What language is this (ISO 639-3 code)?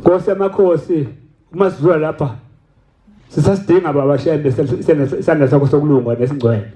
zul